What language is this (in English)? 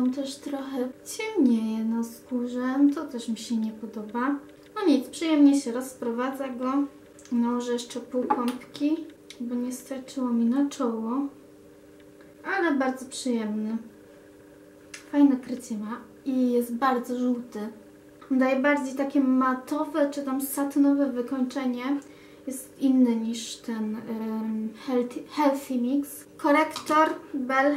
Polish